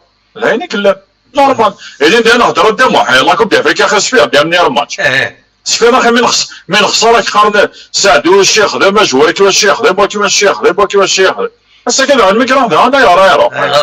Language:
Kabyle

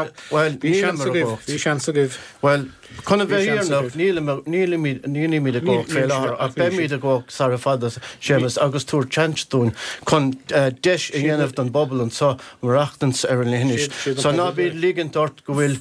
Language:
Irish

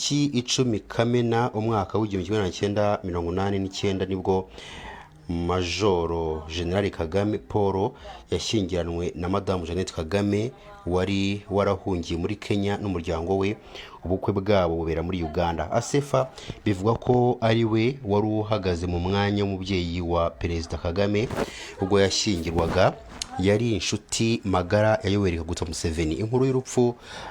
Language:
Kinyarwanda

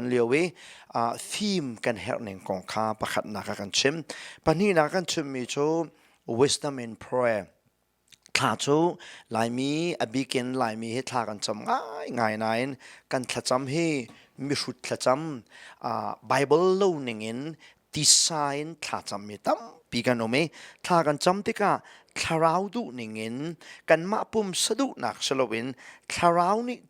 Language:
Hakha Chin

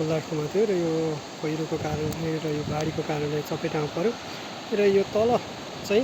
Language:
Nepali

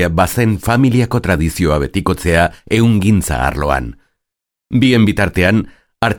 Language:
Basque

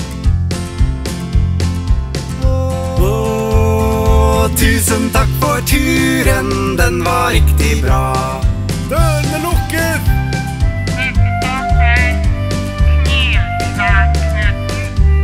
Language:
Norwegian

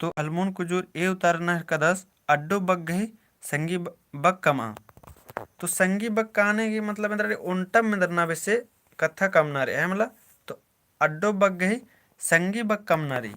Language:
Kurukh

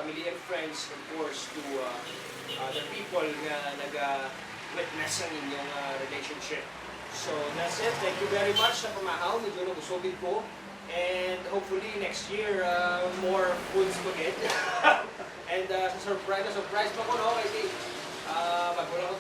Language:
Hiligaynon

